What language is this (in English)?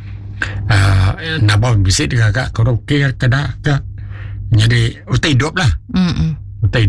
Iban